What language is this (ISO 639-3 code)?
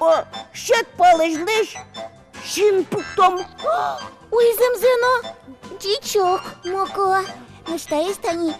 udm